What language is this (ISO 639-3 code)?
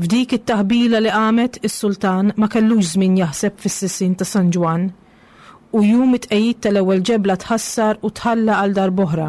mlt